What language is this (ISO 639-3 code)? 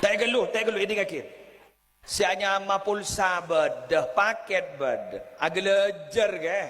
mad